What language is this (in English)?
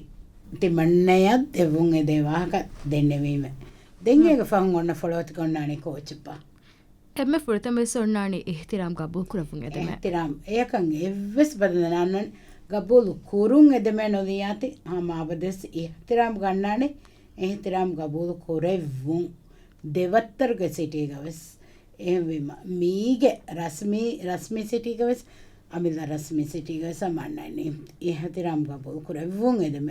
Divehi